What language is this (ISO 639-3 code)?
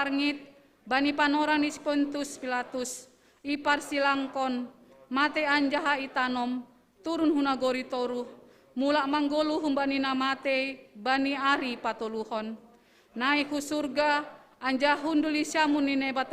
bts